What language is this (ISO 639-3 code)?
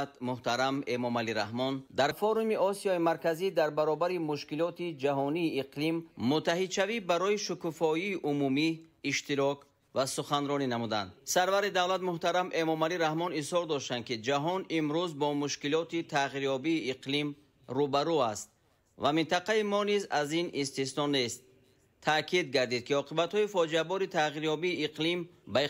tgk